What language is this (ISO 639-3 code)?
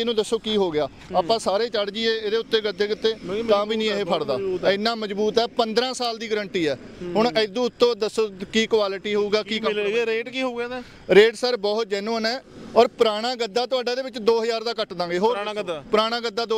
pan